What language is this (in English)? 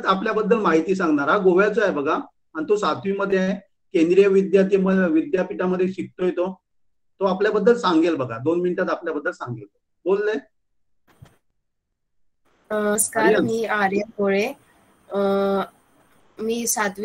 Marathi